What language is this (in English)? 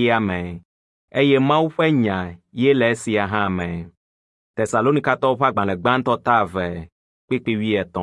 Ewe